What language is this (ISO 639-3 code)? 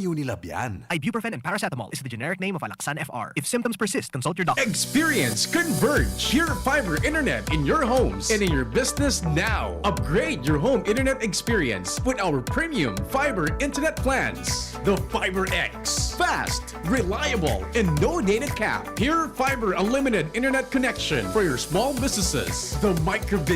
bik